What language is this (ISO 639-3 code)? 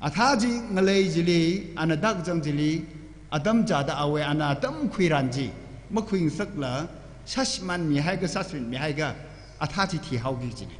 nmf